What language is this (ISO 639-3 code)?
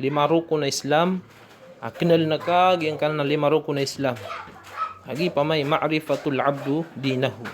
mrw